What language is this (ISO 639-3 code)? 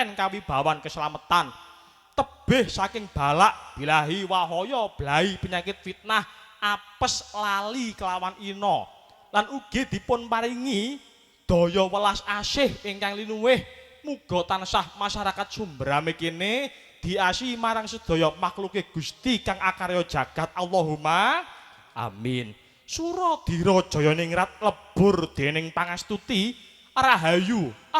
jav